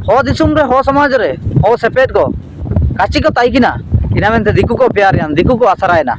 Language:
Ho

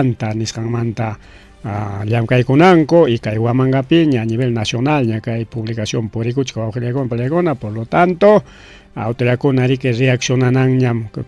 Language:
Ayacucho Quechua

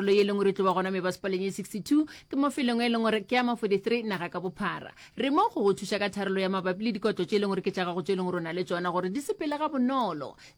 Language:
Northern Sotho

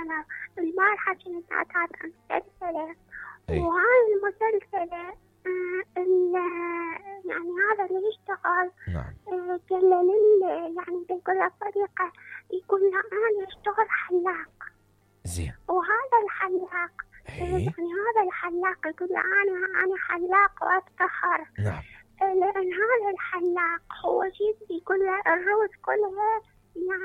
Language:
Mesopotamian Arabic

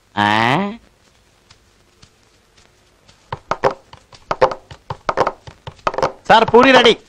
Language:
Telugu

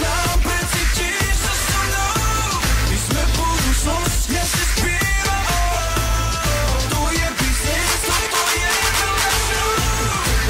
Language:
Slovak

